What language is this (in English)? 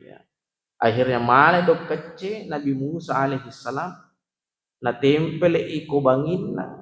Buginese